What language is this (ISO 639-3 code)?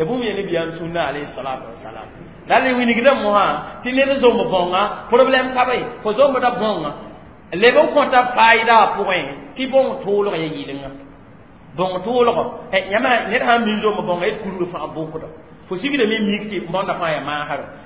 mos